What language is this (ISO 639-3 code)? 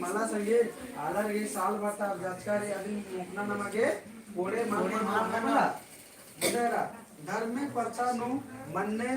kru